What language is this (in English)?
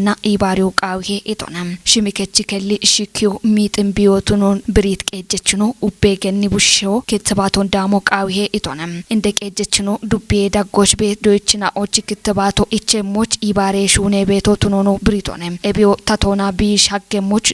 Kafa